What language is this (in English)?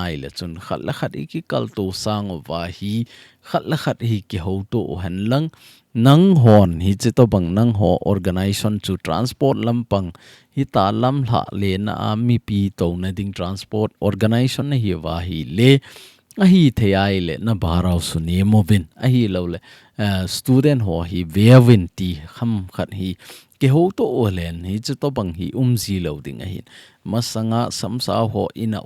Thado Chin